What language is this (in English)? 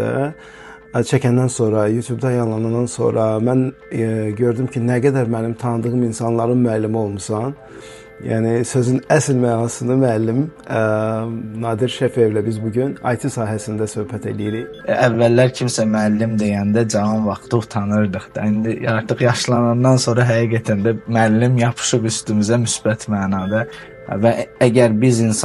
Azerbaijani